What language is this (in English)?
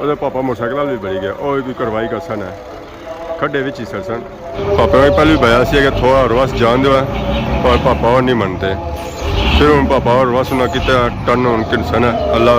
Pahari-Potwari